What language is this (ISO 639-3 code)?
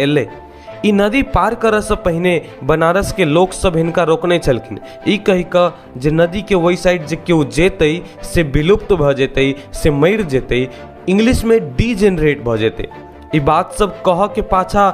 mai